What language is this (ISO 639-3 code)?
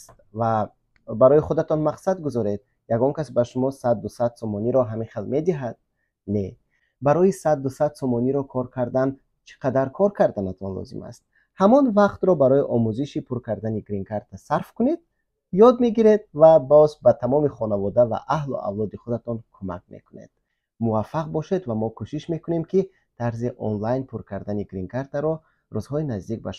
tgk